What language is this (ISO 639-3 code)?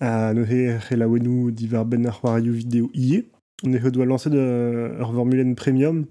bre